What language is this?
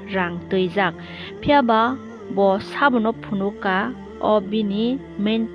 Kok Borok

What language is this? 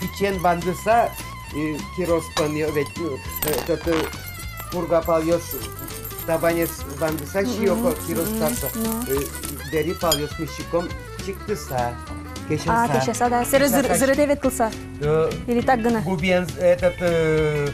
Udmurt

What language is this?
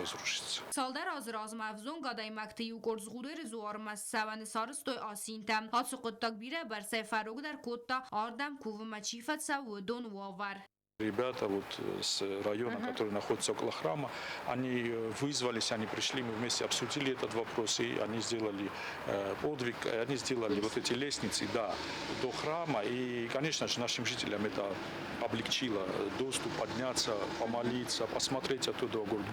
Ossetic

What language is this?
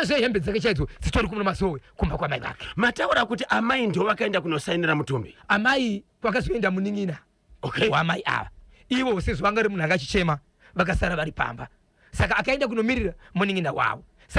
Shona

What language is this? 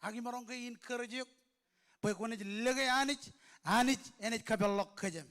Marshallese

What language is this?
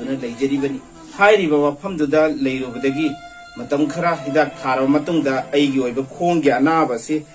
Manipuri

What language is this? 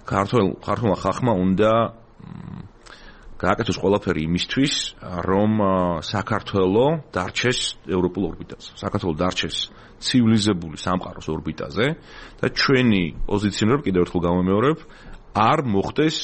Georgian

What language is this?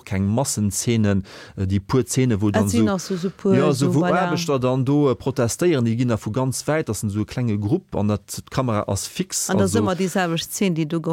Luxembourgish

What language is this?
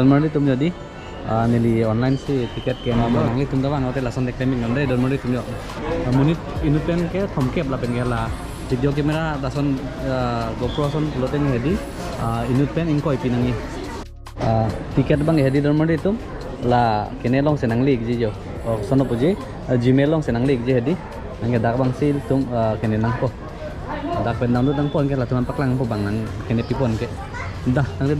Karbi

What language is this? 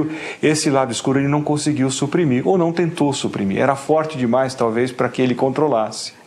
Portuguese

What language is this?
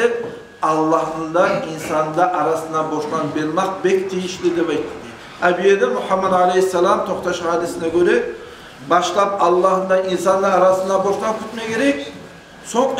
Kumyk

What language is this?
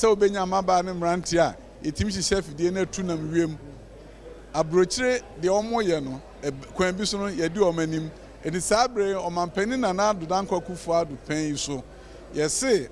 Akan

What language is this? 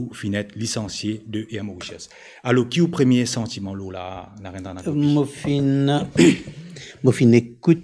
Morisyen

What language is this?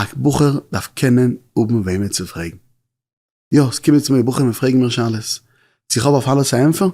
Yiddish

